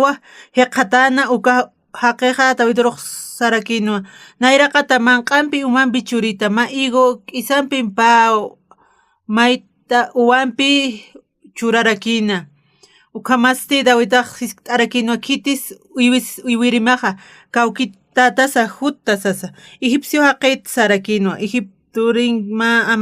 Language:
Aymara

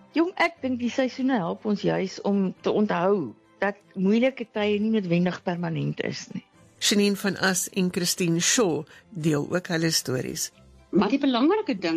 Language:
Afrikaans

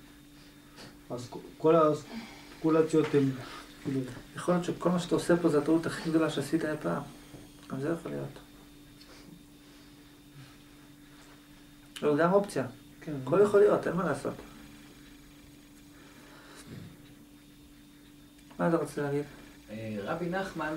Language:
Hebrew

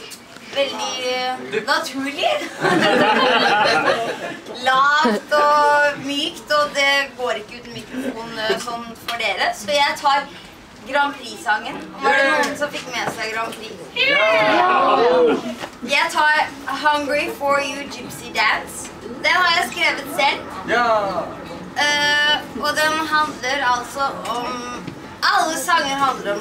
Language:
Norwegian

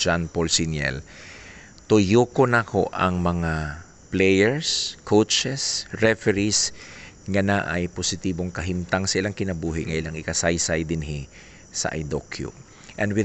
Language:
Cebuano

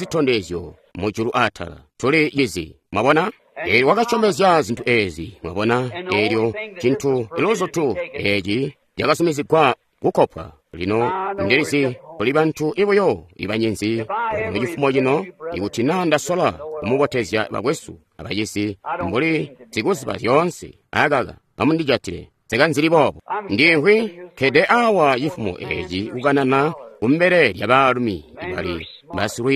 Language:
Tonga (Zambia)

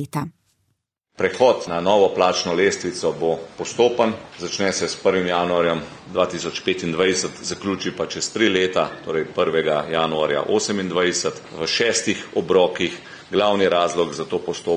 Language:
Slovenian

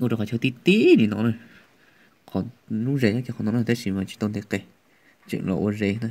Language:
Hmong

